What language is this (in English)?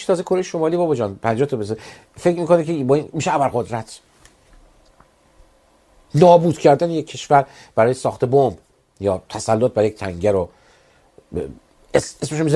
Persian